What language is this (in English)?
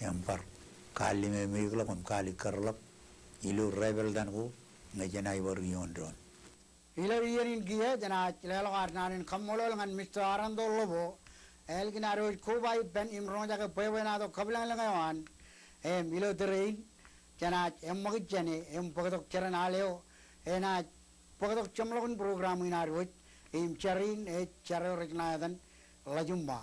Marshallese